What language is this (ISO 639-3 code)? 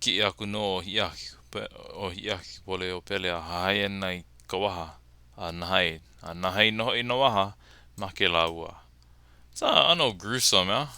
haw